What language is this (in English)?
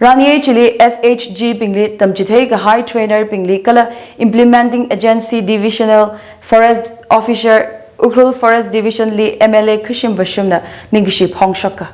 Tangkhul Naga (India)